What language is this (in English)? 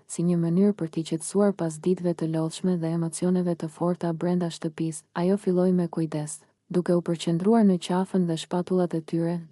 Albanian